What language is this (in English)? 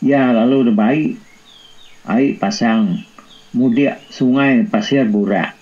Iban